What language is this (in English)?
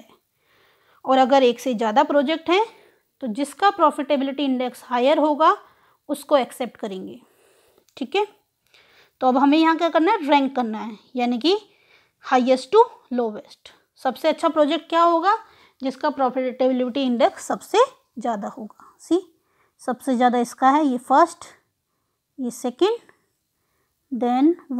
Hindi